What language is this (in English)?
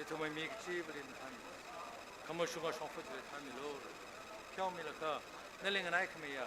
Tangkhul Naga (India)